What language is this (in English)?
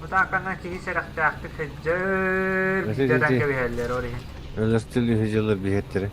Yakut